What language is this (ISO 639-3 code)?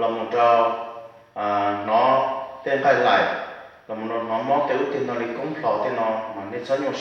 hmn